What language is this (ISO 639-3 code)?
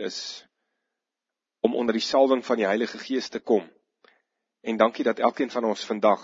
afr